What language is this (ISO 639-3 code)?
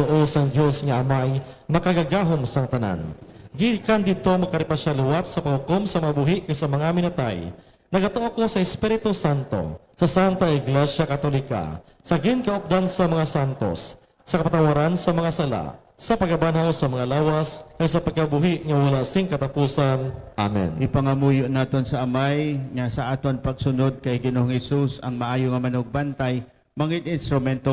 hil